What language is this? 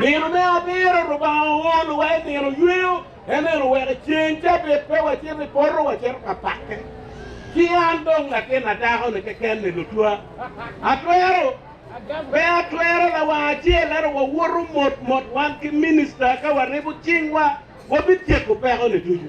Acoli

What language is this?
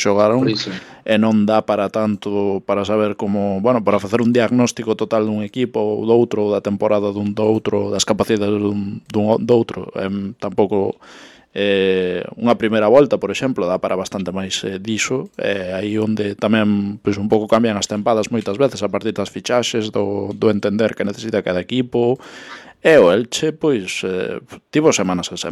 Galician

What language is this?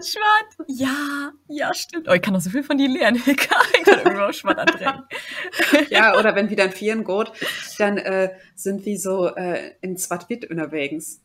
Low German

